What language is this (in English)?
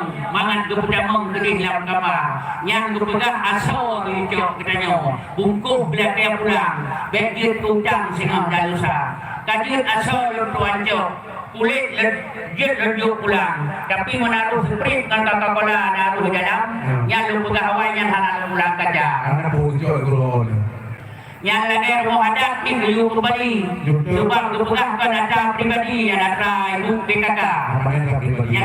Achinese